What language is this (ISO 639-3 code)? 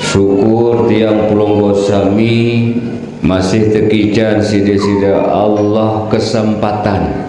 sas